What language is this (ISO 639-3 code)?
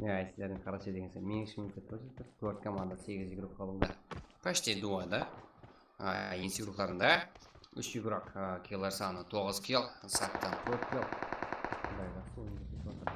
kaa